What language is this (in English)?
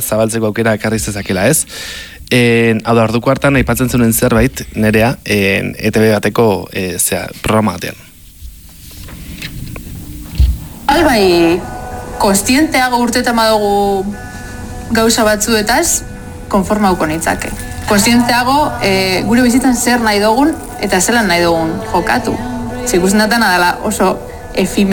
Basque